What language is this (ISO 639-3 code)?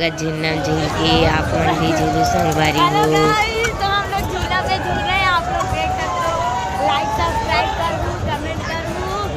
hne